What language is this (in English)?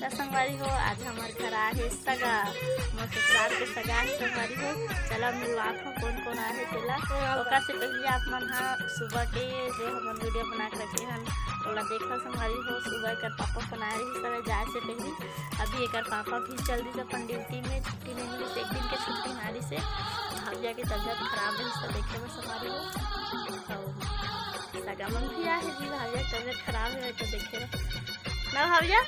Chhattisgarhi